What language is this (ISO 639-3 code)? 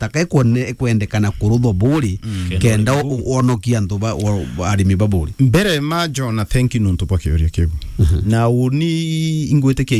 mer